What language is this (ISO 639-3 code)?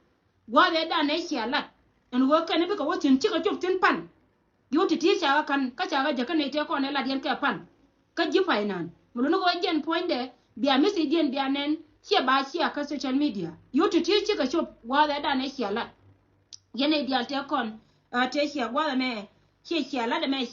nus